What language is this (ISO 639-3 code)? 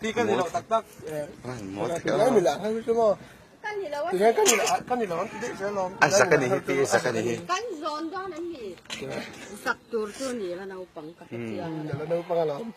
lus